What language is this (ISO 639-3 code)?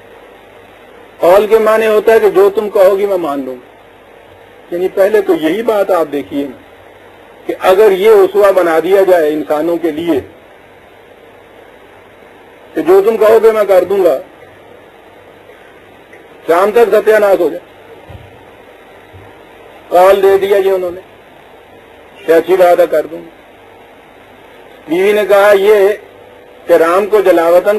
urd